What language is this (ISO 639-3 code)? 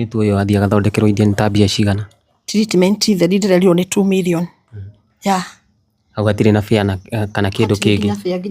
kik